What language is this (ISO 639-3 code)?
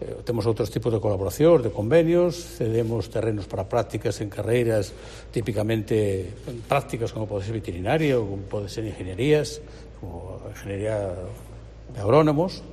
glg